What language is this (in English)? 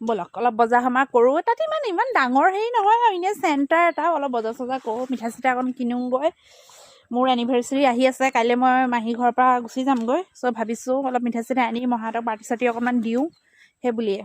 Assamese